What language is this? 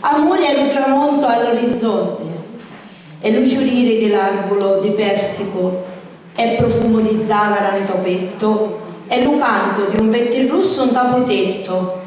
Sicilian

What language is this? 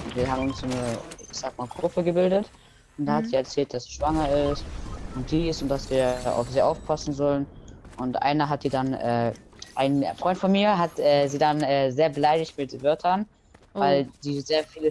German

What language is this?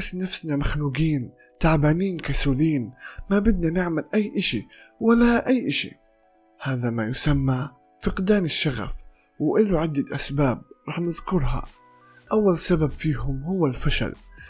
North Levantine Arabic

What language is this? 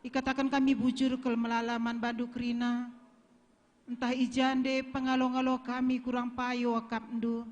Batak Karo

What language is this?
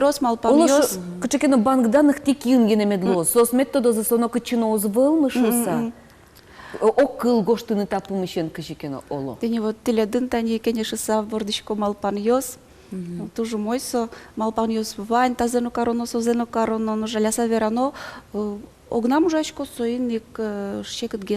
Udmurt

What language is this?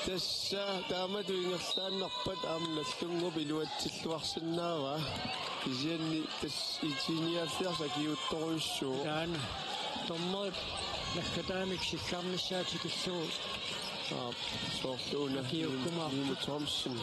Kalaallisut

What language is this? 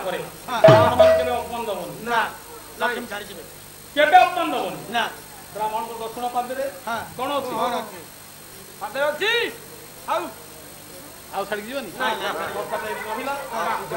Odia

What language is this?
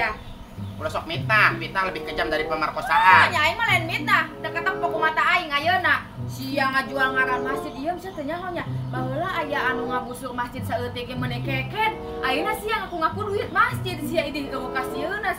Sundanese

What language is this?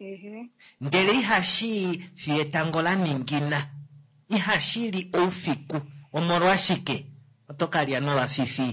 Kuanyama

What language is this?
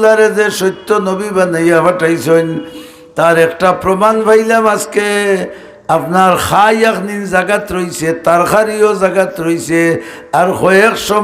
Sylheti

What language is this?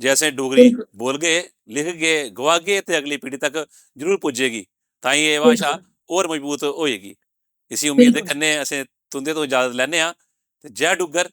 Dogri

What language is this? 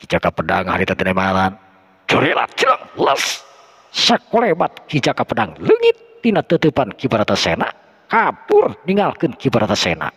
Sundanese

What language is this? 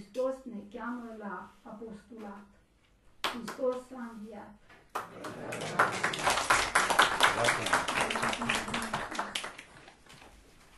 Romanian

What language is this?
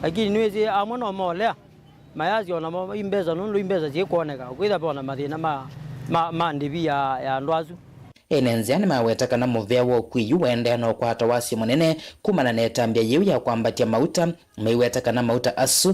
Kamba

